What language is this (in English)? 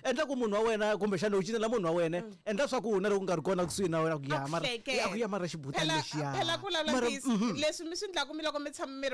Tsonga